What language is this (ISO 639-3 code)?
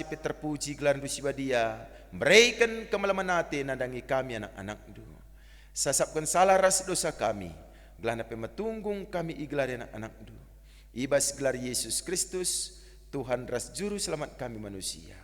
btx